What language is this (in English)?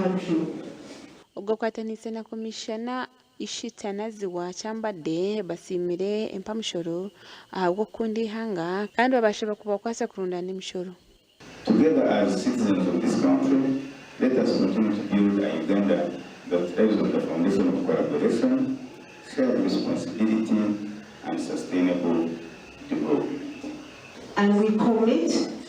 Nyankole